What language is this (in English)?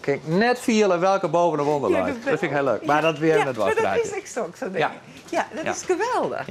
Western Frisian